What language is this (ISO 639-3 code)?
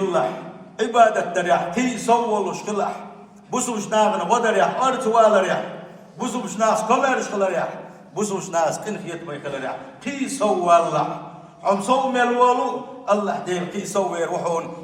che